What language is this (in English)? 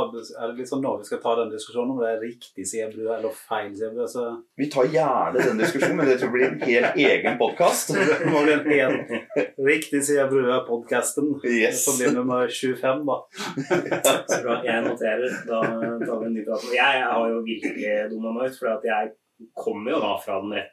Norwegian